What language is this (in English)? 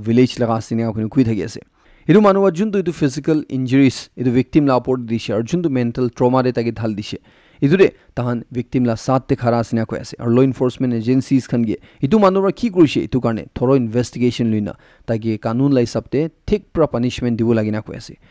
Naga Pidgin